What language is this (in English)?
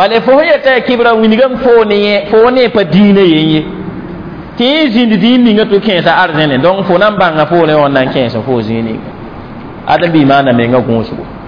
Mossi